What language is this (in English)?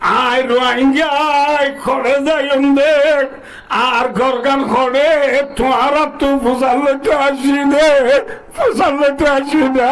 Rohingya